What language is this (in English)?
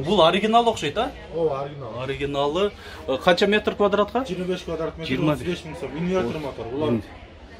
Kyrgyz